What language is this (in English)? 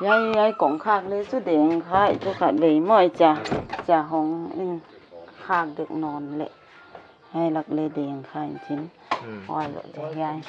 Paite Chin